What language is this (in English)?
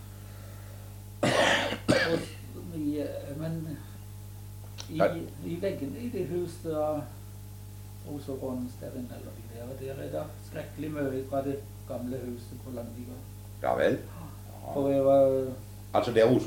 Norwegian